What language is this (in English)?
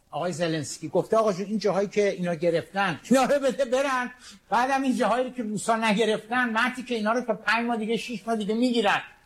Persian